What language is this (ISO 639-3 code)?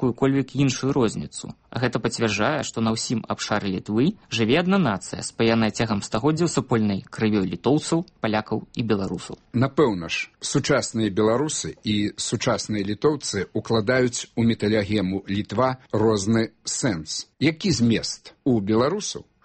bel